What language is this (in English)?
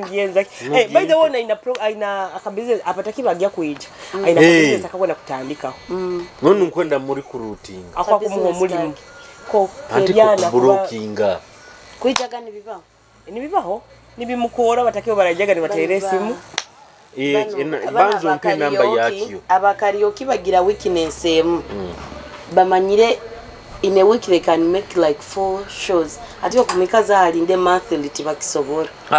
Nyoro